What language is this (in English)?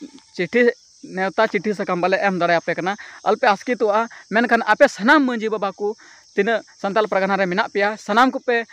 Santali